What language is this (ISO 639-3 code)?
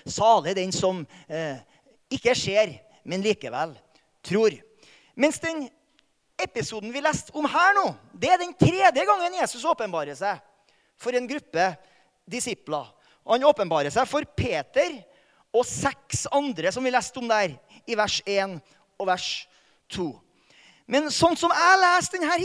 nor